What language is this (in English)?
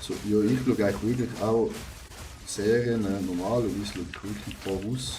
Swiss German